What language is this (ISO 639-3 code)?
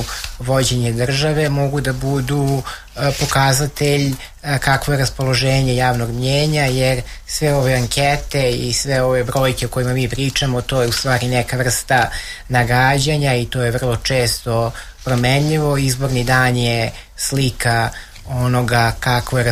srp